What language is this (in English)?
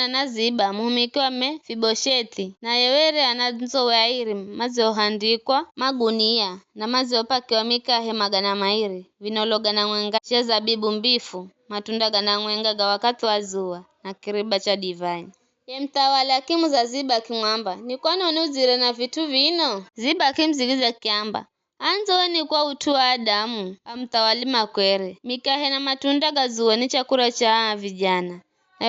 Giryama